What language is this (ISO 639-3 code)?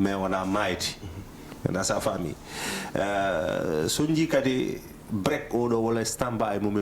ful